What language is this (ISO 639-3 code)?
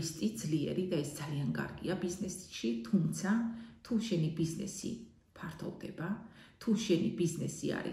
kat